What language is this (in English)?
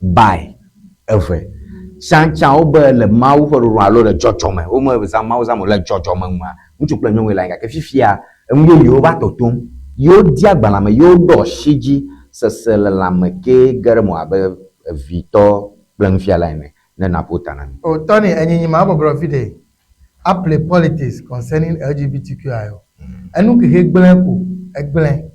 Ewe